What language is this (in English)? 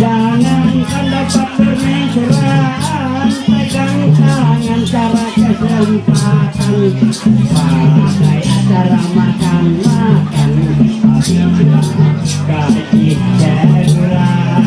Ma'anyan